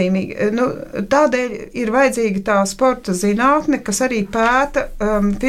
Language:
Latvian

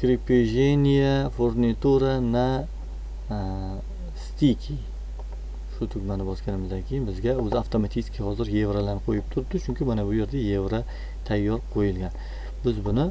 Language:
Uzbek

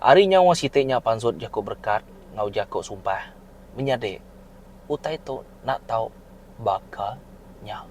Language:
Iban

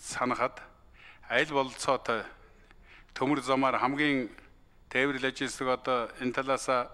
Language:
Mongolian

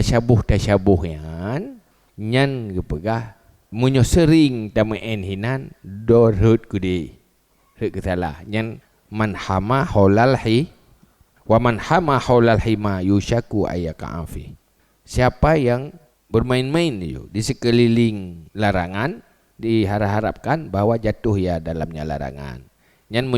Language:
Achinese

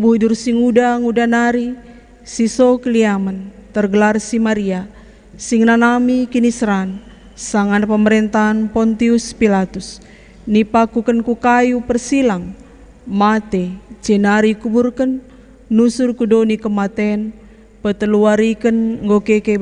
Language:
Batak Karo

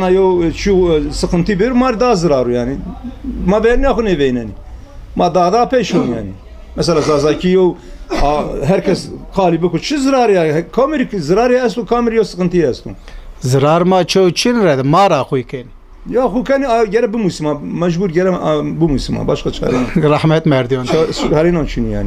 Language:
Zaza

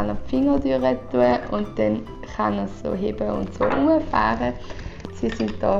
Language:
Swiss German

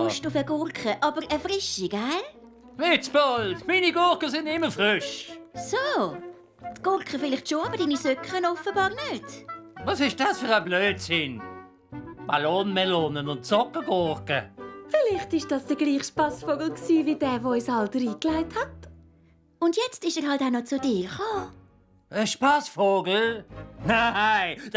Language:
Swiss German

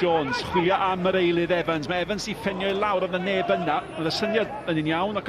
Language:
Welsh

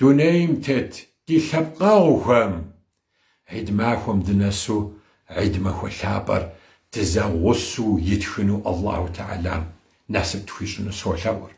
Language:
Kabardian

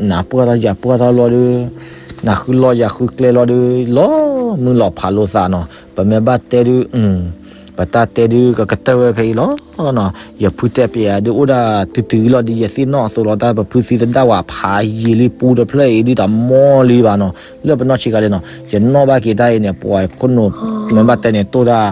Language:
S'gaw Karen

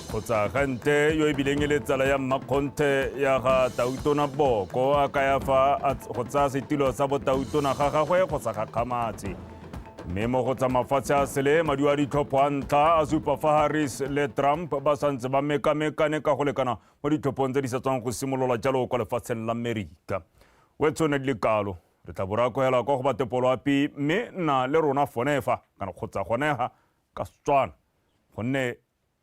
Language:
Tswana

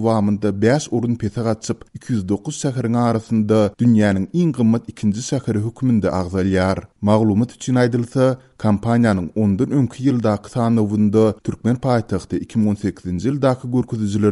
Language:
Turkmen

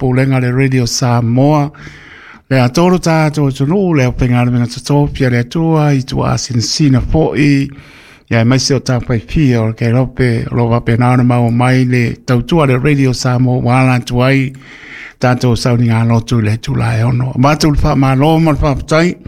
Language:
Samoan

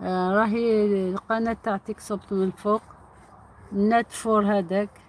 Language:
Algerian Arabic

